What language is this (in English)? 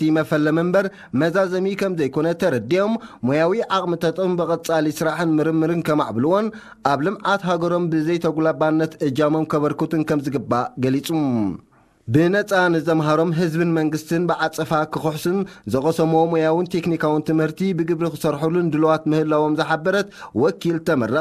Tigrinya